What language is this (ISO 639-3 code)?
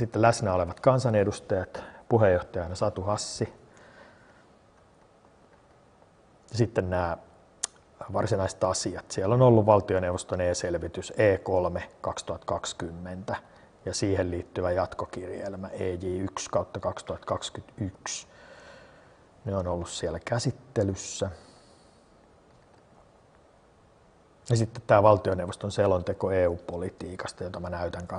fin